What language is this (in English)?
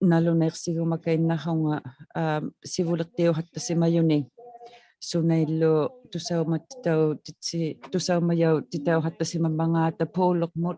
Inuktitut